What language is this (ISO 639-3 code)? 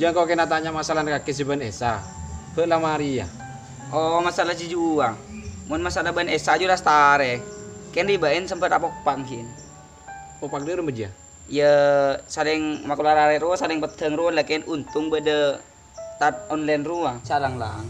mad